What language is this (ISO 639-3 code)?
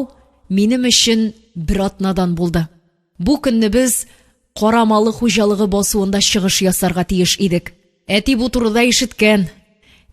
tat